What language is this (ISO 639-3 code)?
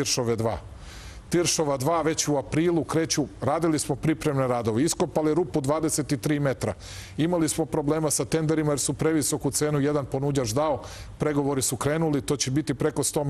srp